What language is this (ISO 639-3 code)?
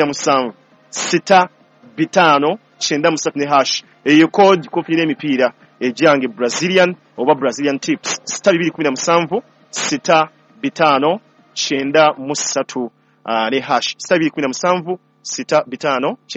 lug